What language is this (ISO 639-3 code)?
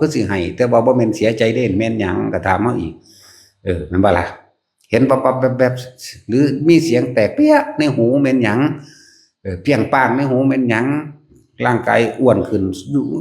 tts